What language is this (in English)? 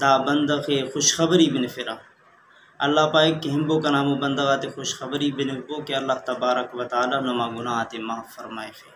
Brahui